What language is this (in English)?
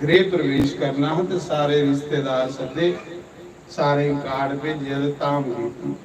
Dogri